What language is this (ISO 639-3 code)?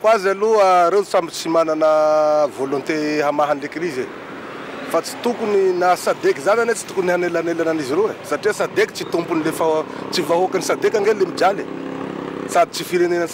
mlg